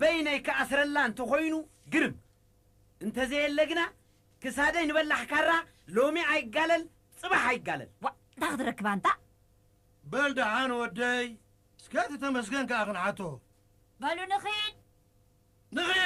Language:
Tigrinya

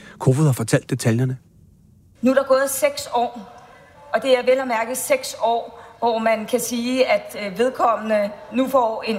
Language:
Danish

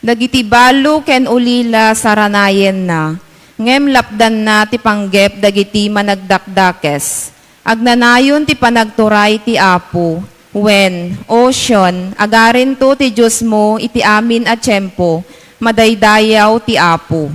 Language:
Iloko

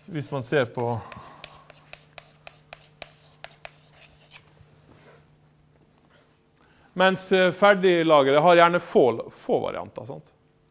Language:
Norwegian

